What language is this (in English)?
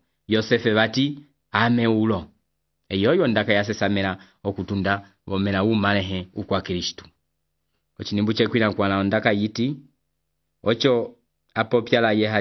Umbundu